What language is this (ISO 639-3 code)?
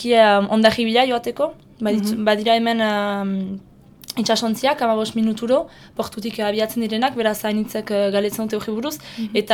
eus